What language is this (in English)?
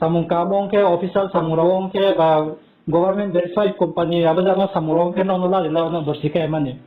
Riang (India)